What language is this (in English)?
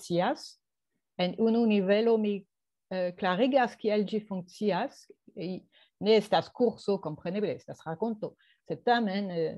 Esperanto